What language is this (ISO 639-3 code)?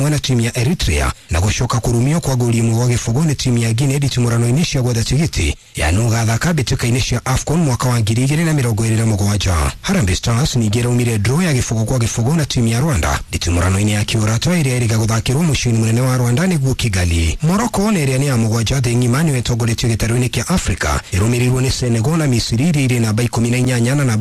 kik